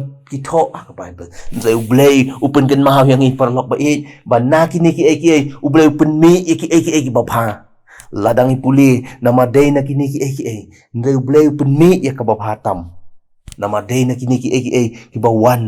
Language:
Khasi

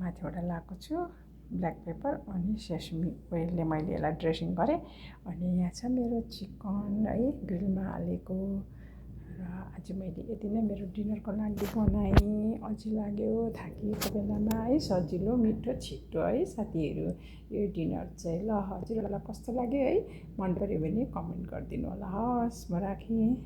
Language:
Nepali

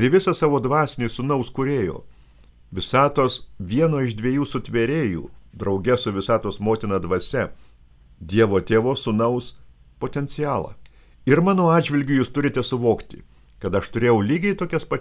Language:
Lithuanian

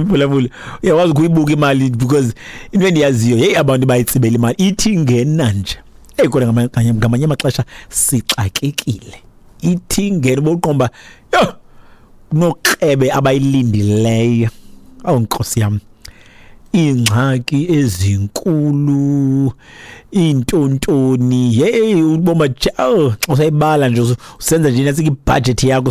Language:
Xhosa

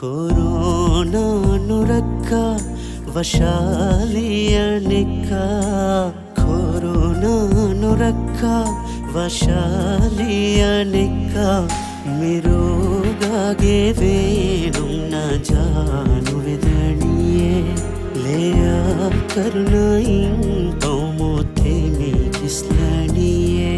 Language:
Divehi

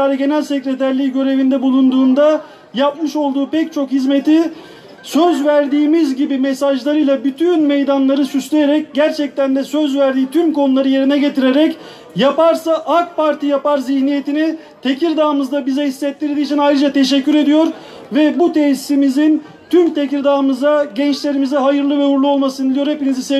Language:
Turkish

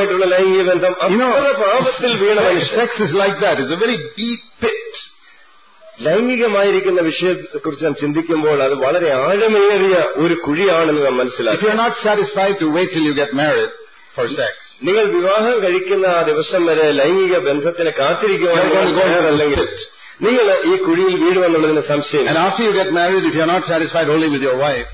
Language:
Malayalam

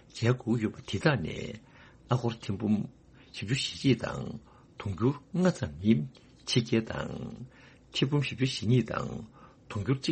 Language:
Tibetan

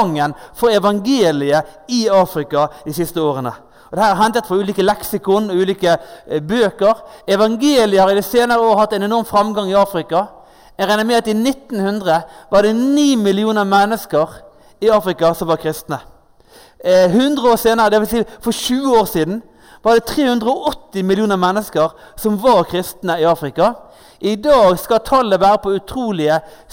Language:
Norwegian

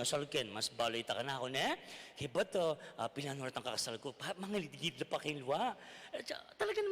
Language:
Pampanga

